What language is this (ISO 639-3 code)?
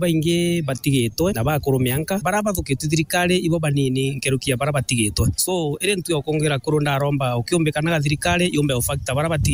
mer